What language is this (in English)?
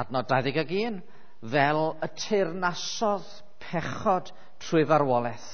Welsh